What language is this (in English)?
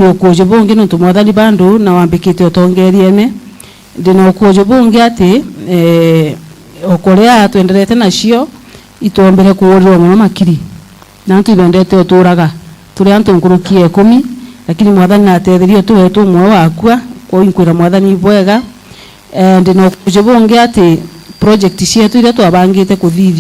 Meru